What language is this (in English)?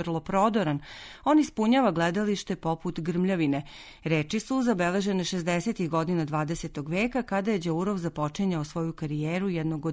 Serbian